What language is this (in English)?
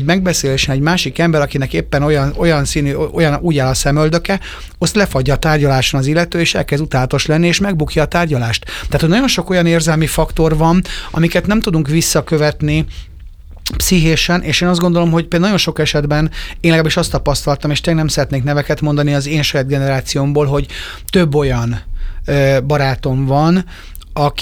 Hungarian